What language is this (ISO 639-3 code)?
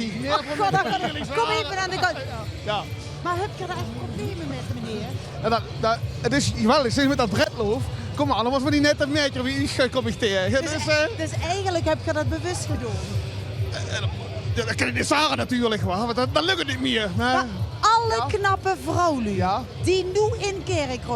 lim